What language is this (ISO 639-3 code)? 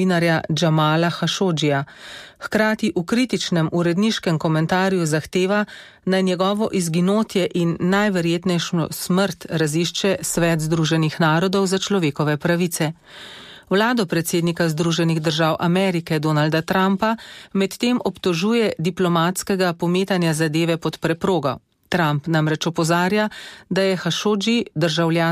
slv